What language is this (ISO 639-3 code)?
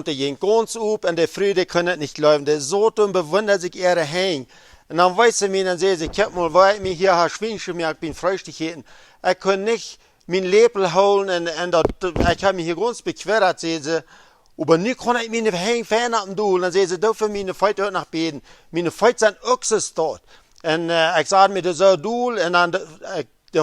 pdt